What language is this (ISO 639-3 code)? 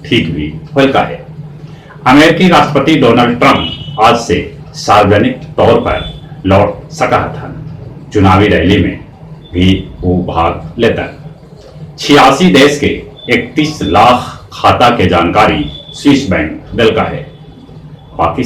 mag